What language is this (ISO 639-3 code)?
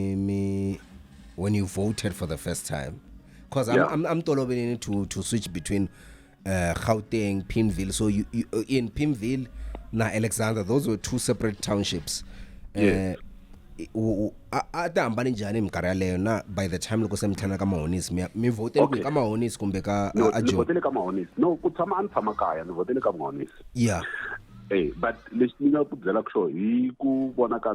tso